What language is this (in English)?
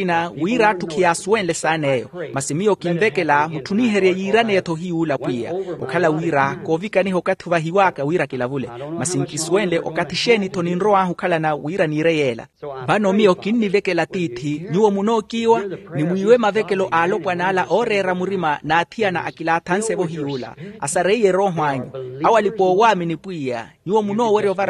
Makhuwa